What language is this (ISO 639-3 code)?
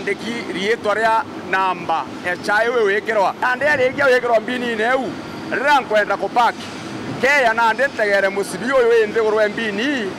mer